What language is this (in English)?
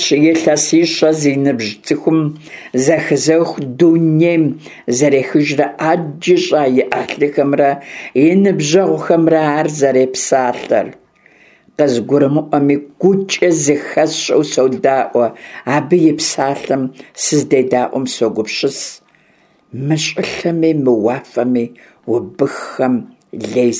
Kabardian